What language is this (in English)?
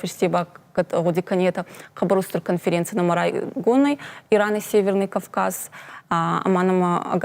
Ossetic